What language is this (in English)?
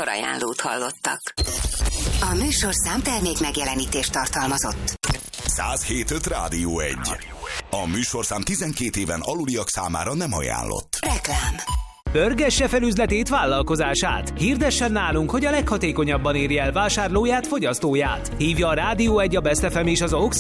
Hungarian